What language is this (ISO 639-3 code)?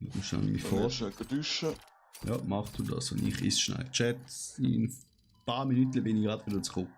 gsw